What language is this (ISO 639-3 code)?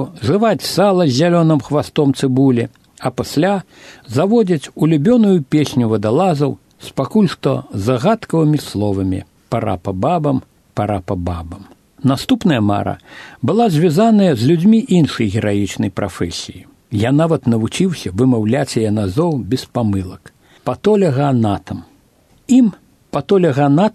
bel